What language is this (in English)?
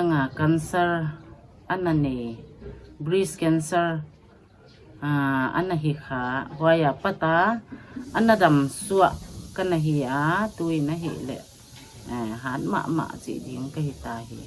Paite Chin